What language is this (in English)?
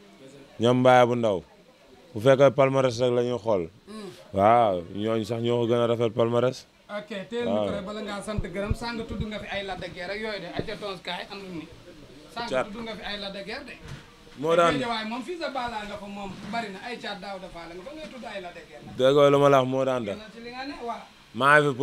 Wolof